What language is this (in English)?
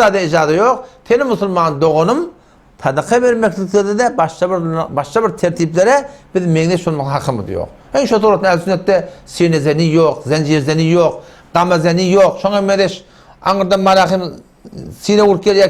Turkmen